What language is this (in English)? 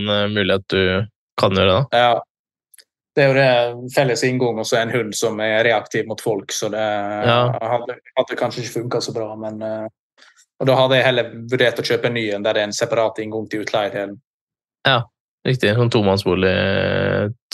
Norwegian